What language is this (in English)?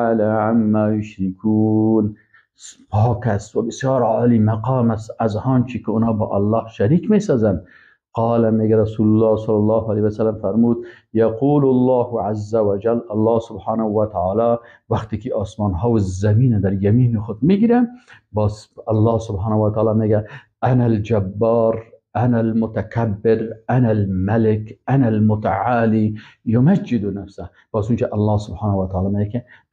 Persian